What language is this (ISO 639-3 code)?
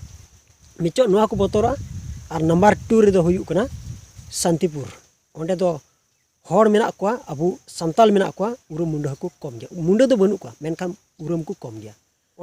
sat